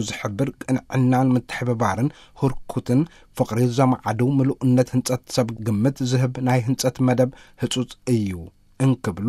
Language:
Tigrinya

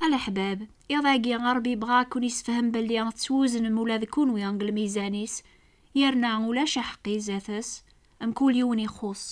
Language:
Kabyle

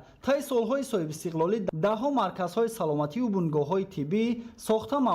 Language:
Tajik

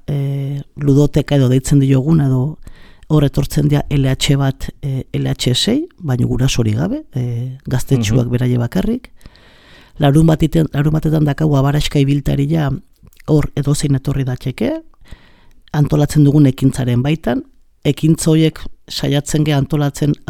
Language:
Basque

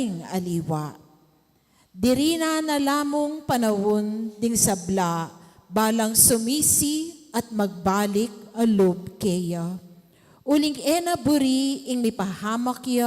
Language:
Pampanga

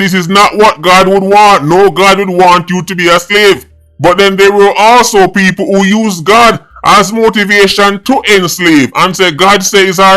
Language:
Jamaican Creole English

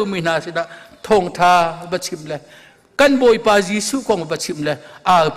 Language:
Hakha Chin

